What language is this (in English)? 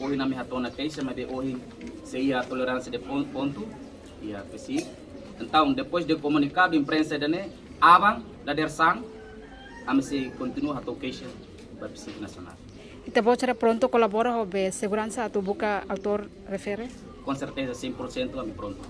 Tetum